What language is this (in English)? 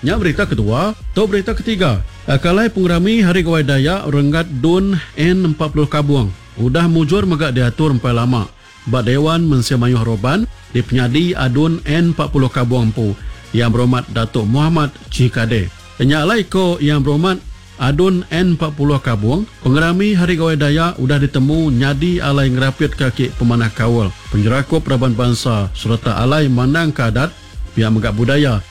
Iban